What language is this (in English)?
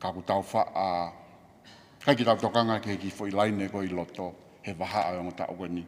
Tongan